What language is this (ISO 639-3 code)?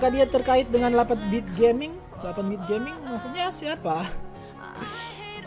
ind